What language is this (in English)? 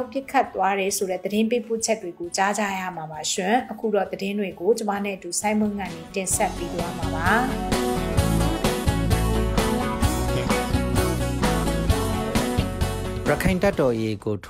Burmese